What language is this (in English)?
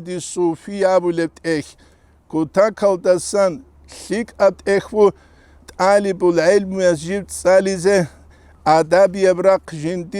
Avaric